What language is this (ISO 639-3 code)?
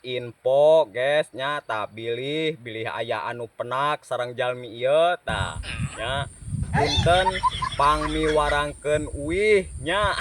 sun